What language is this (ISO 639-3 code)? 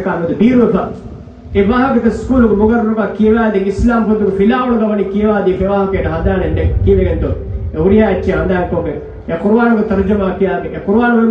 div